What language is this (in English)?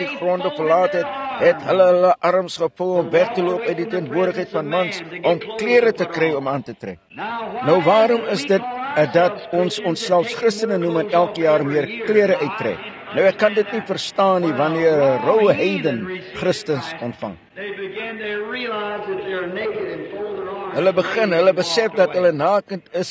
Afrikaans